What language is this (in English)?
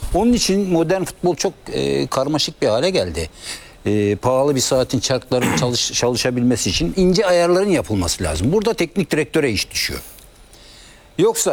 Turkish